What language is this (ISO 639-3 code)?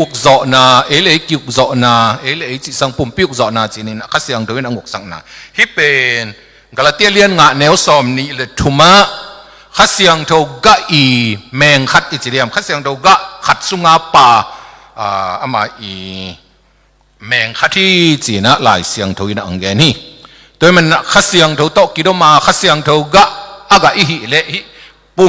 ctd